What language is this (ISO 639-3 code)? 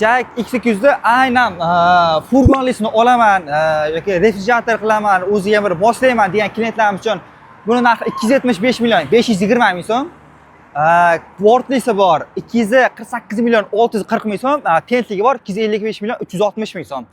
uzb